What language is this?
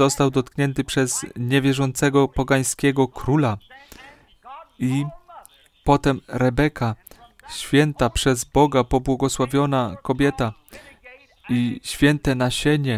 Polish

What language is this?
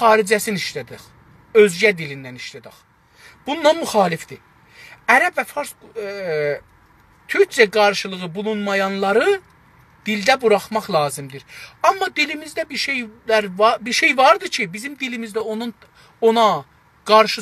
South Azerbaijani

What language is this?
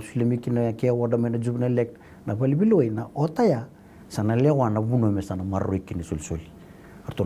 Fijian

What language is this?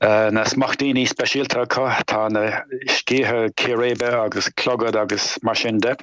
Irish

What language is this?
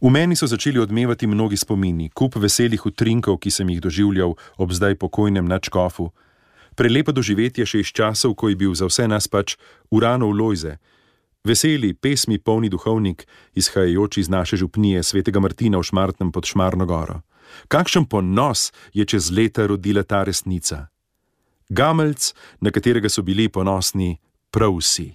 Slovenian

